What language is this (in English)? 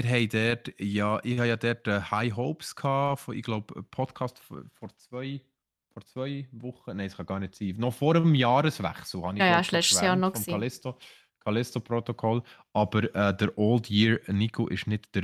Swiss German